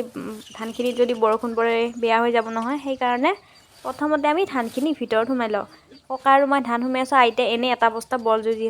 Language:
Assamese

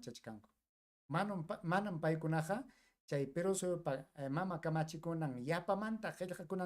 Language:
Ayacucho Quechua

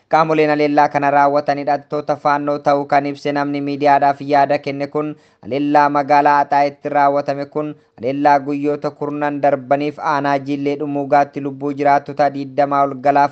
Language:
Oromo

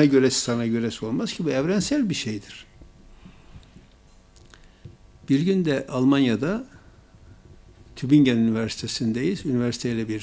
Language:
Turkish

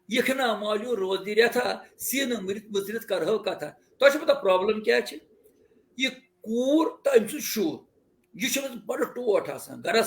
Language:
Kashmiri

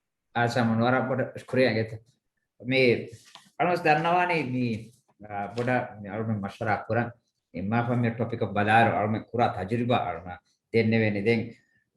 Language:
Divehi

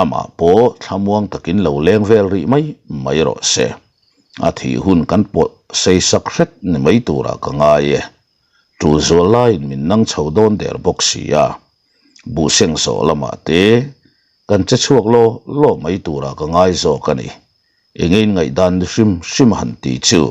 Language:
Mizo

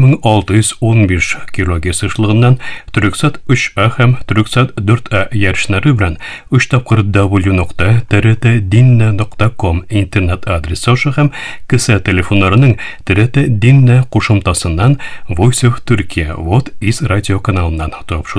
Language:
Tatar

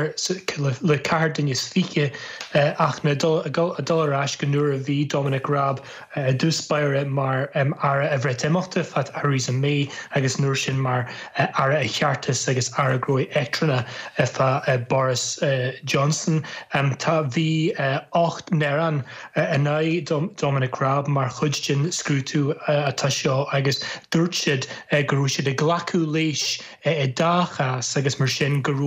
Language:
Irish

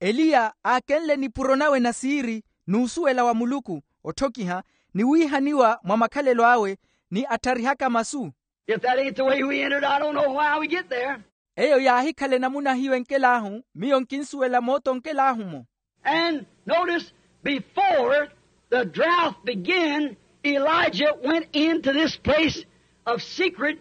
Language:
Makhuwa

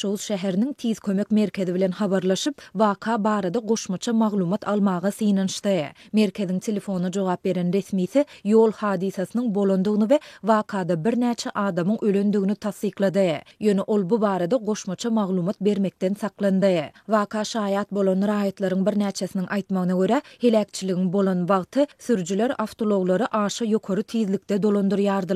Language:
Turkmen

